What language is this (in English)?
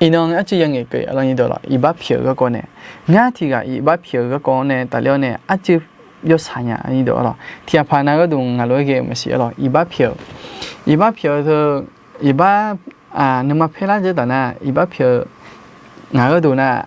Akha